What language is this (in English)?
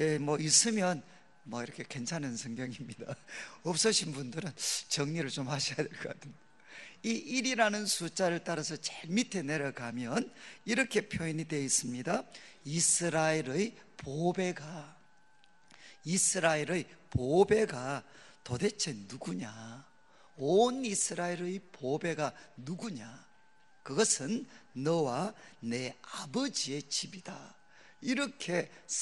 Korean